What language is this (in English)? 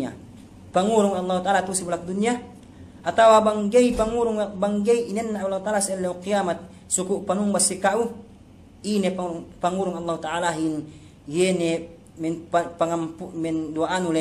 Yakan